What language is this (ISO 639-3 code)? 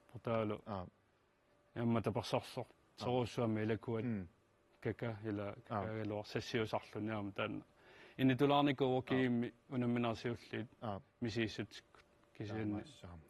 kal